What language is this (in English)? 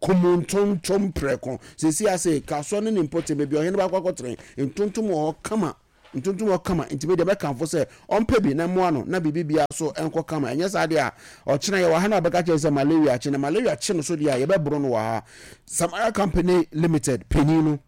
Akan